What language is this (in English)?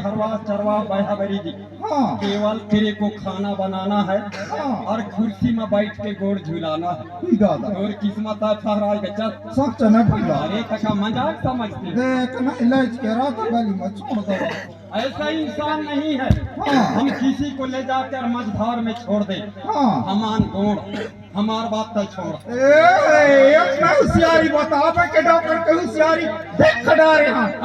Chhattisgarhi